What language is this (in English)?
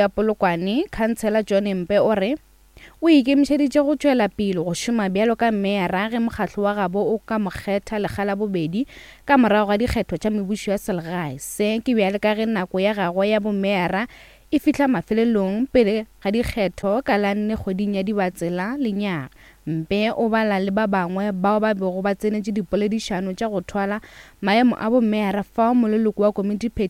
Northern Sotho